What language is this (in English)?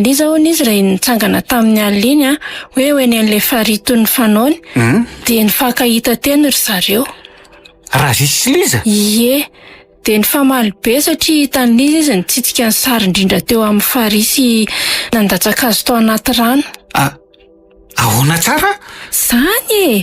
Malagasy